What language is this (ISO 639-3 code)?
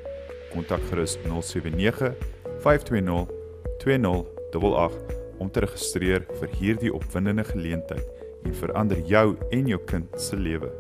afr